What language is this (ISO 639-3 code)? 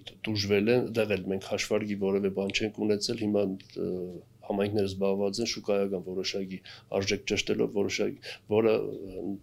hye